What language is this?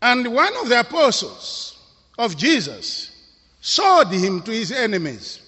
English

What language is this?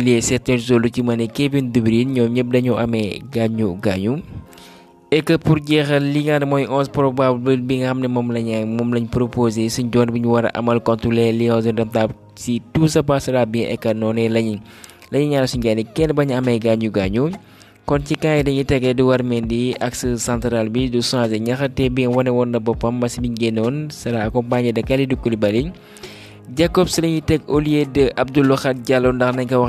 Wolof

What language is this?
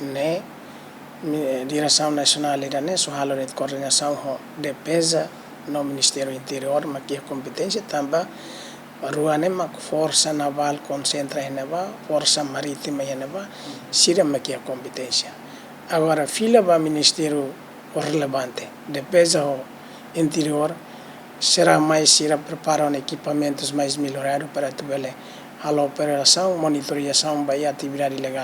Tetum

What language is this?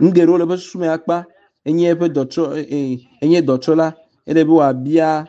Ewe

